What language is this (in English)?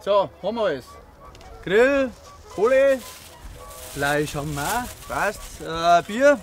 Bavarian